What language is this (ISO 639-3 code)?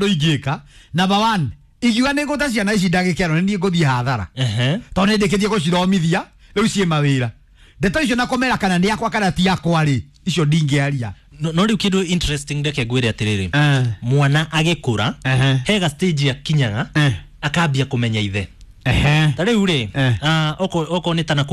kik